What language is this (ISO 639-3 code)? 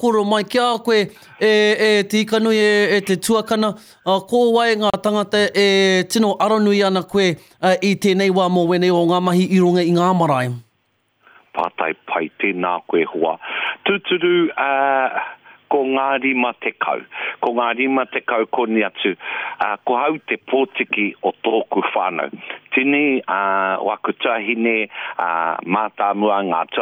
mri